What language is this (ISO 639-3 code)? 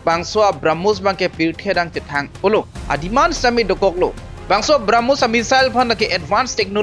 mjw